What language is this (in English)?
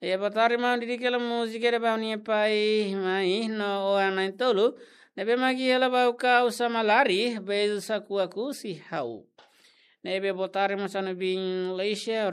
Tetum